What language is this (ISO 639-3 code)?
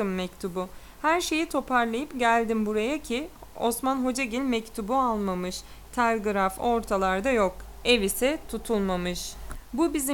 tur